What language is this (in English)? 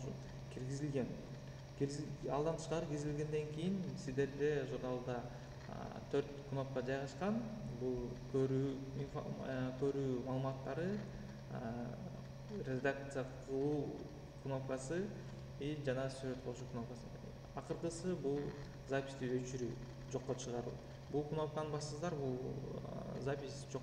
Kyrgyz